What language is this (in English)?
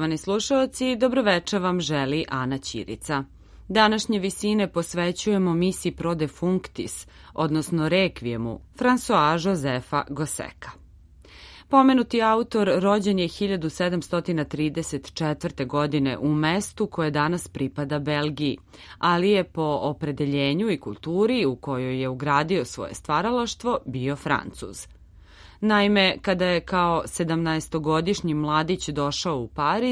Serbian